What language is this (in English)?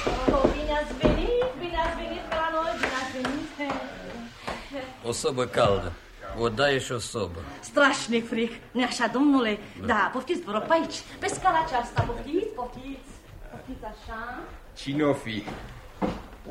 Romanian